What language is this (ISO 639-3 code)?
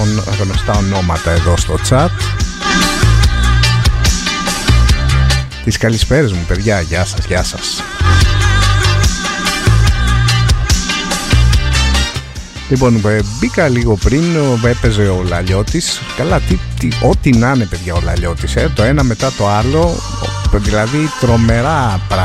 ell